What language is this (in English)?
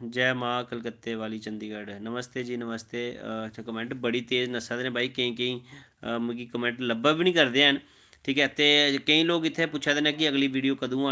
Dogri